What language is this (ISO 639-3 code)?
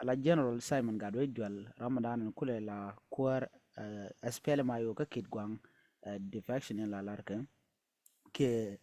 nus